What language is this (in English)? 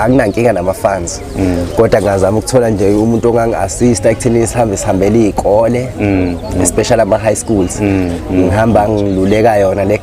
Zulu